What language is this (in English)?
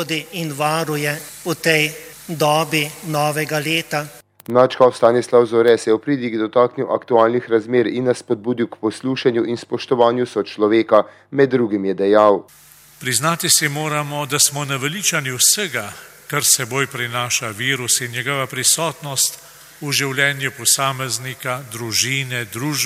Slovenian